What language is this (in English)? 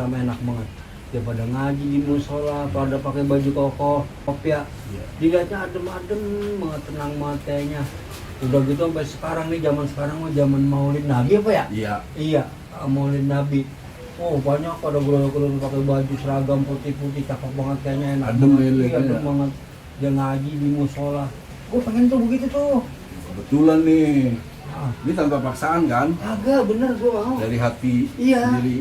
Betawi